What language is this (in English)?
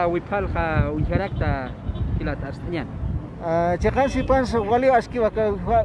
Aymara